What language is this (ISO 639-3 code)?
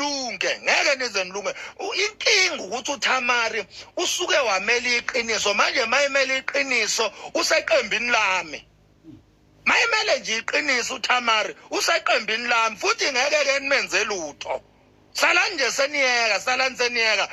zul